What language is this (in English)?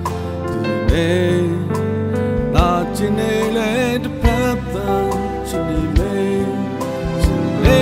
Burmese